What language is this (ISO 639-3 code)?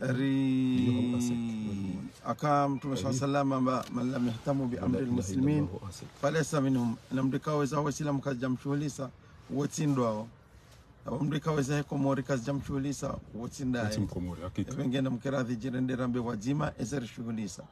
zdj